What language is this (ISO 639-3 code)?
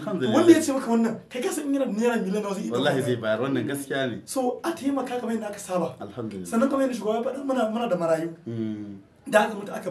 hau